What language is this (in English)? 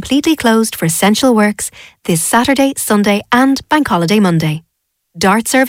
English